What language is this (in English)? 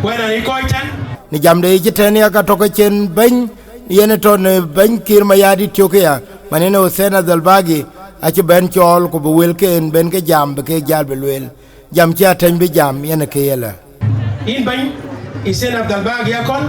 Dinka